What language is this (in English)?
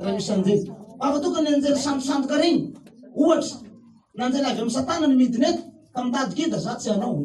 Malagasy